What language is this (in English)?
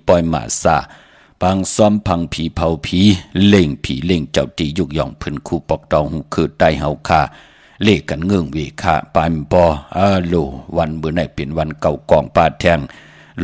Shan